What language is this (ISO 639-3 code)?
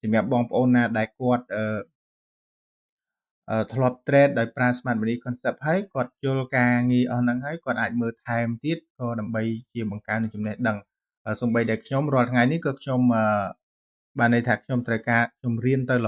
khm